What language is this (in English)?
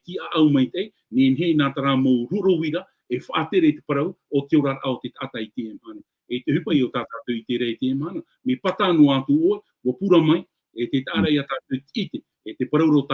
Tahitian